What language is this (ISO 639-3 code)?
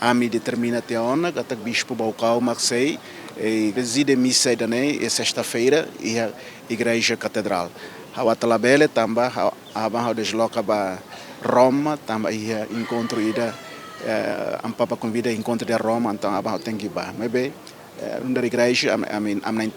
tet